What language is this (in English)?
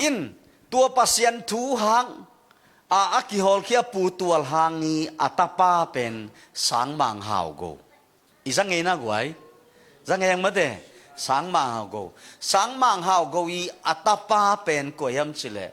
Tedim Chin